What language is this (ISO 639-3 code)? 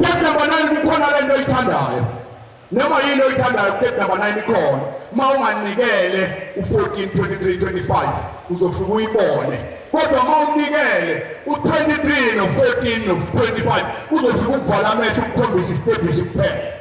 zul